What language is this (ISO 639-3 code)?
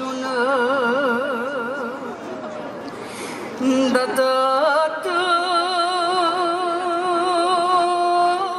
ron